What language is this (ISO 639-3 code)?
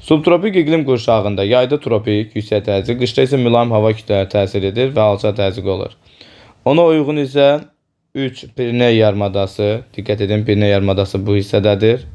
aze